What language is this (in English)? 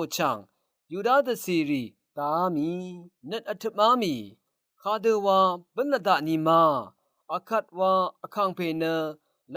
Rawang